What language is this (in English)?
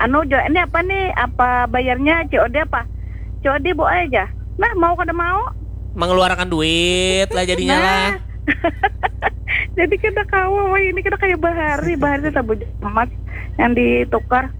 Banjar